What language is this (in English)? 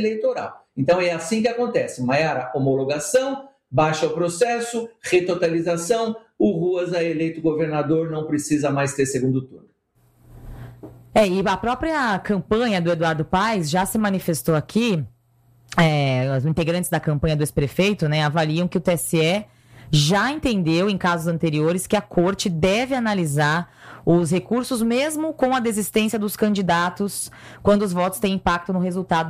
Portuguese